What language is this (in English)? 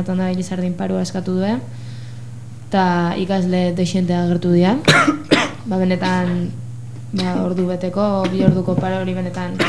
Basque